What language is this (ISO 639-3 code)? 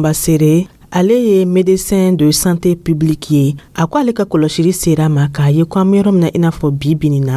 dyu